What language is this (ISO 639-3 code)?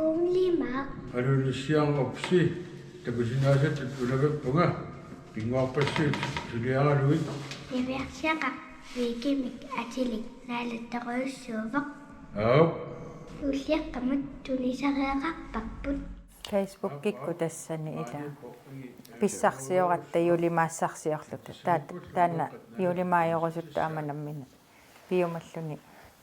kal